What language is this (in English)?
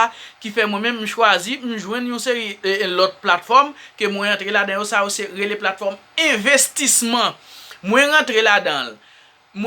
Haitian Creole